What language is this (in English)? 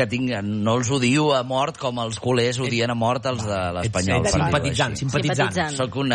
Catalan